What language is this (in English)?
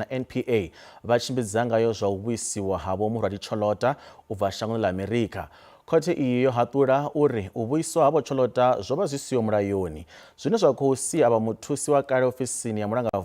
Venda